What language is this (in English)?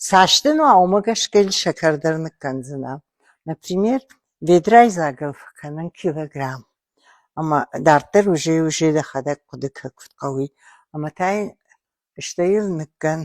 Ossetic